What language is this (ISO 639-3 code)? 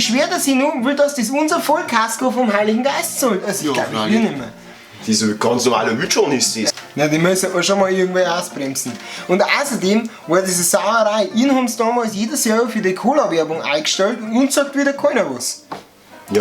bar